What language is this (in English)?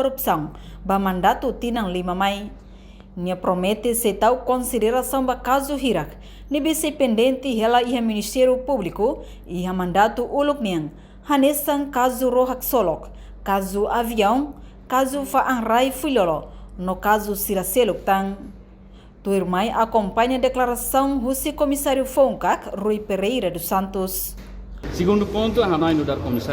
Tetum